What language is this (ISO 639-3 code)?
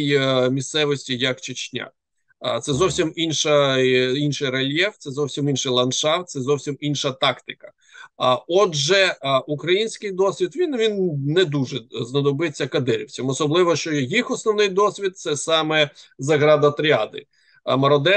ukr